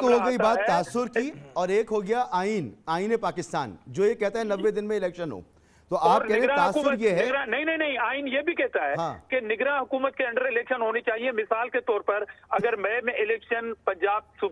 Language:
Urdu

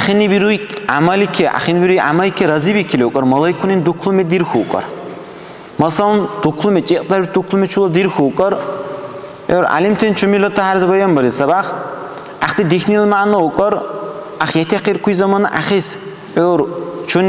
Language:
Dargwa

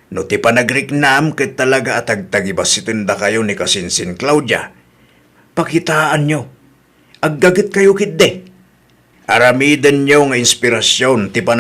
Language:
Iloko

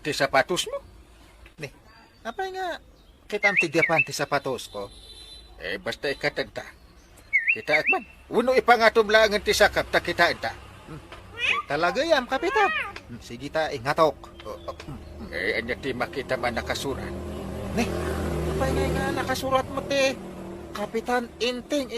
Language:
Iloko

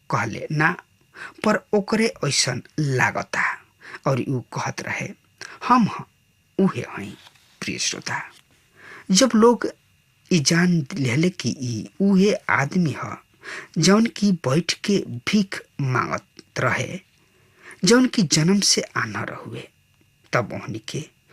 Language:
Bhojpuri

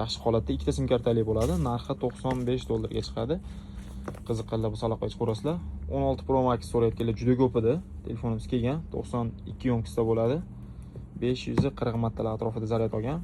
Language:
Uzbek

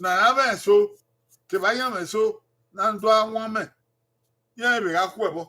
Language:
Bini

